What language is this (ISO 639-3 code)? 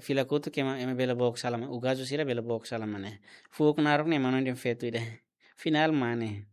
tet